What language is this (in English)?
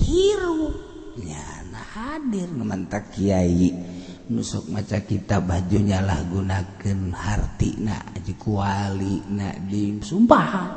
Sundanese